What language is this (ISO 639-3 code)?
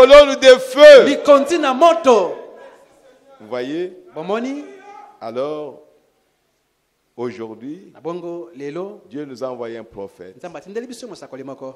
fra